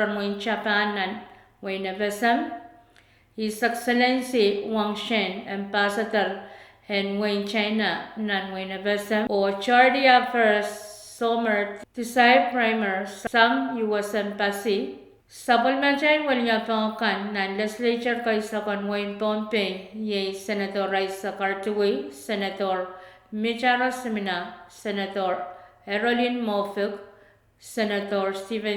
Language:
Pohnpeian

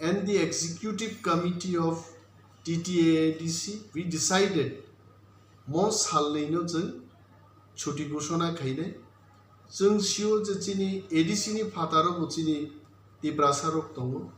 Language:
Kok Borok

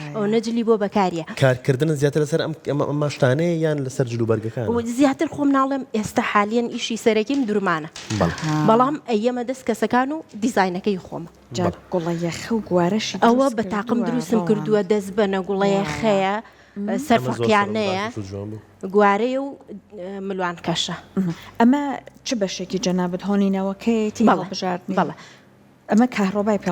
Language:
Central Kurdish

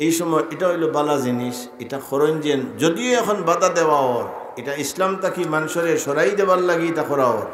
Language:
Sylheti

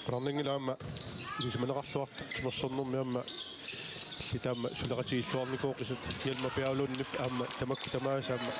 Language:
Kalaallisut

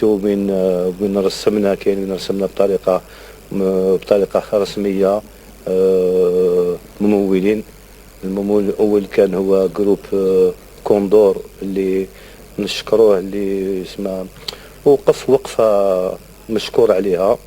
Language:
Algerian Arabic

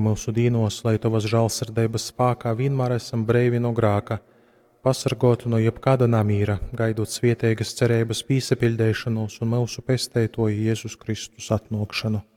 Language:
Latgalian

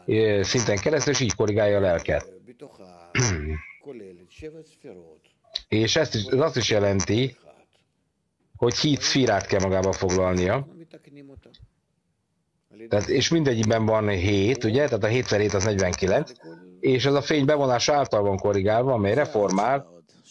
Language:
Hungarian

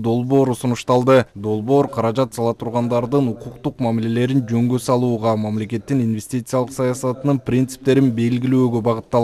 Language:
Kyrgyz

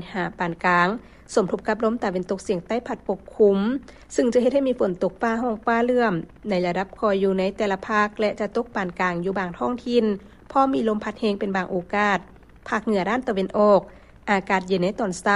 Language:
Lao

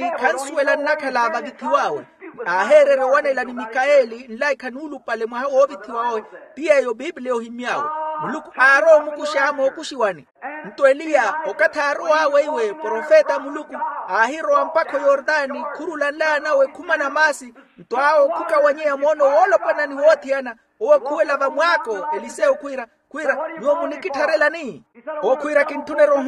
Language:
Makhuwa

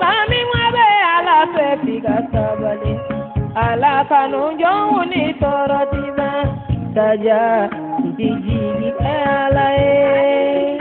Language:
Bambara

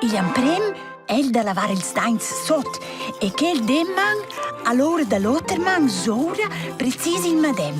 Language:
Romansh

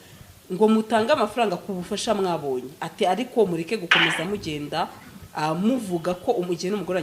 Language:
Kinyarwanda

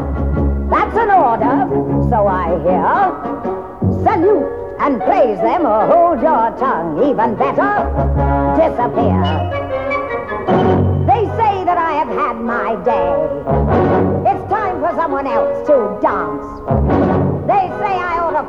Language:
English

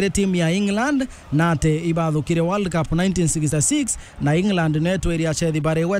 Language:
Meru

